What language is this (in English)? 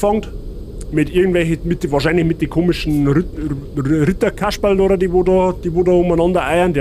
Bavarian